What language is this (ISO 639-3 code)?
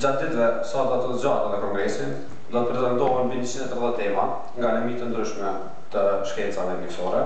sqi